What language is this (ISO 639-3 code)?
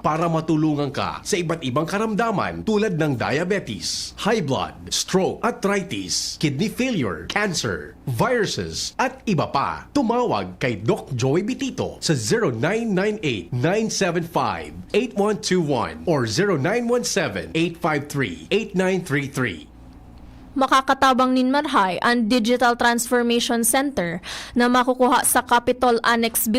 bik